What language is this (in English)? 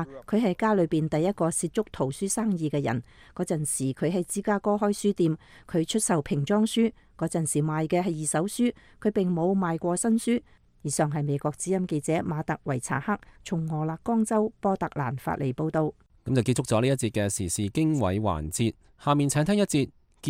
Cantonese